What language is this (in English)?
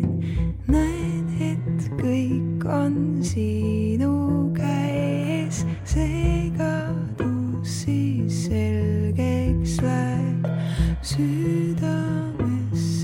Estonian